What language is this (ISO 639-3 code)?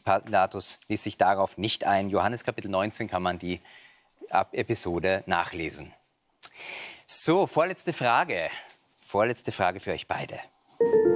deu